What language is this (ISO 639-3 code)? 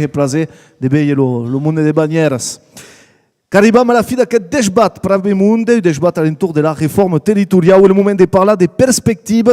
oci